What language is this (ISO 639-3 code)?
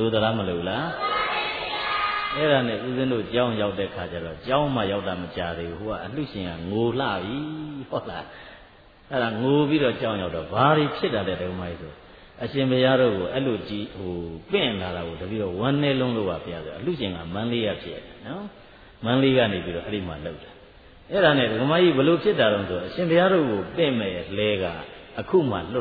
mya